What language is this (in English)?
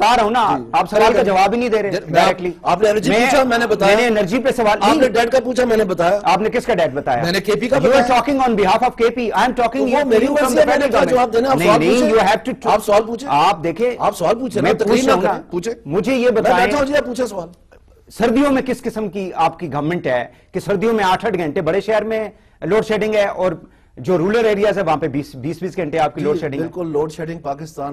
Urdu